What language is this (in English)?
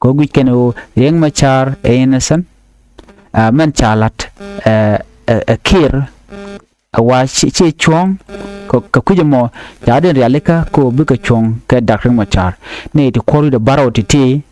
Nuer